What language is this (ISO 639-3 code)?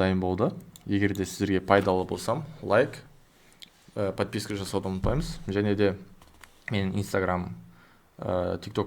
kaz